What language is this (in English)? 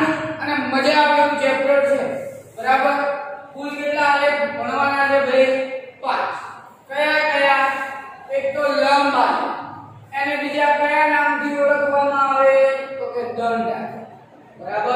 Gujarati